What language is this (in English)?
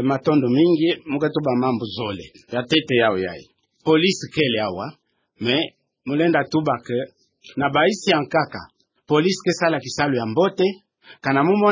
Kituba (Democratic Republic of Congo)